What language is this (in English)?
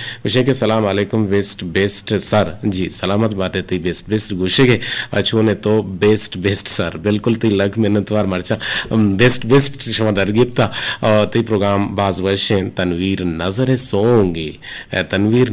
Eastern Balochi